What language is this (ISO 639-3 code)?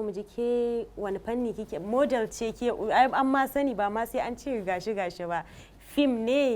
hau